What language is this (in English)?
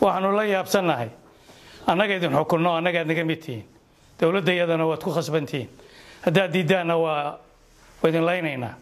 Somali